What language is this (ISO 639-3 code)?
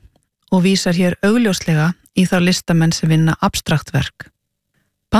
isl